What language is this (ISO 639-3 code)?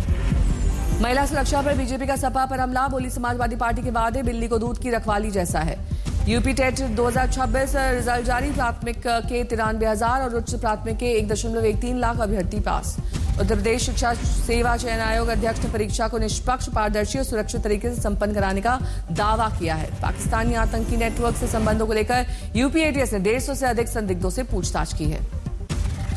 hin